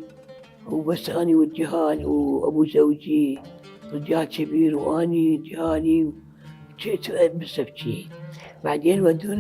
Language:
Mesopotamian Arabic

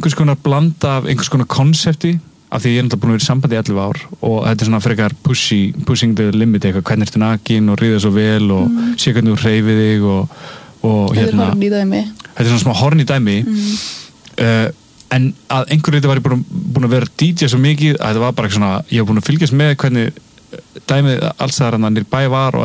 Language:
Icelandic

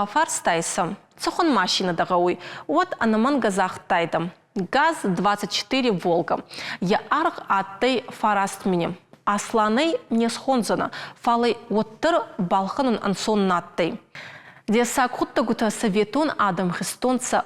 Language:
Ossetic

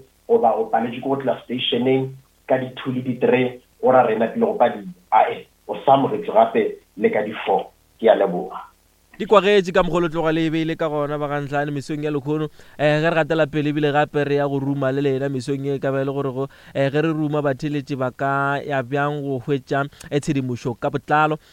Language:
Northern Sotho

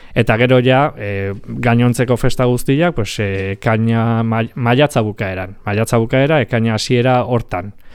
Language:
Basque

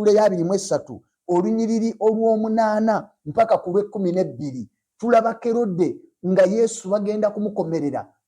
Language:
Ganda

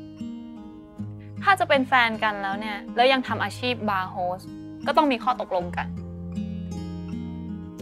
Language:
Thai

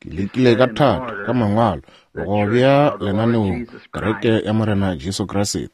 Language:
Northern Sotho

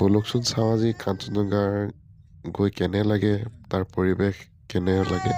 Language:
Assamese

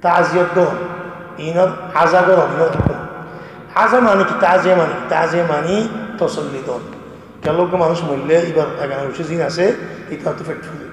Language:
Rohingya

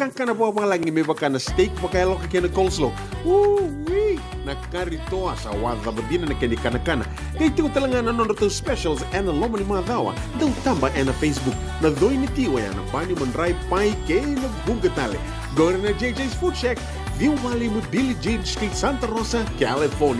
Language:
Fijian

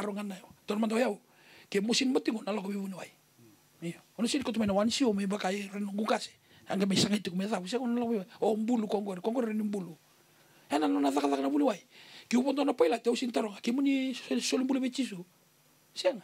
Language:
Fijian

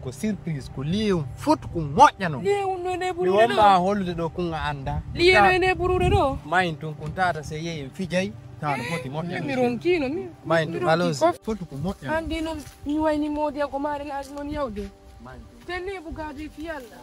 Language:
Fula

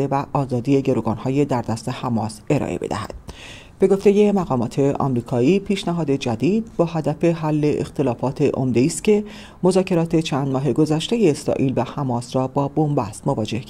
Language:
Persian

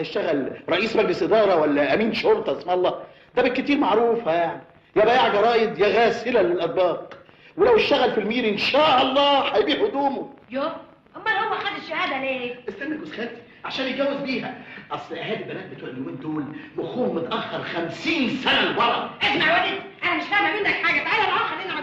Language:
Egyptian Arabic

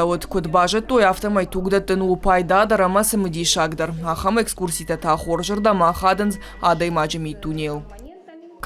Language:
Ossetic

